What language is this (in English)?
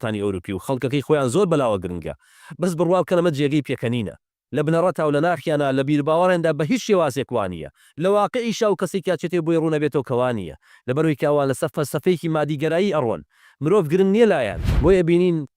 Central Kurdish